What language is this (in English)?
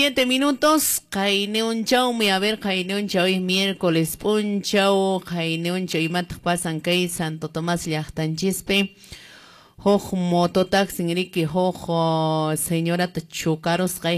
Quechua